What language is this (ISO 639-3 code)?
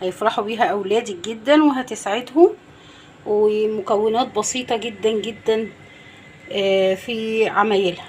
arz